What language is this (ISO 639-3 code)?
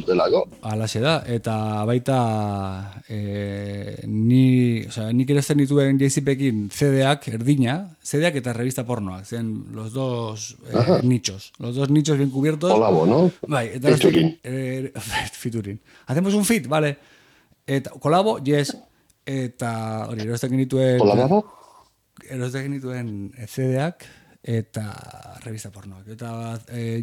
eus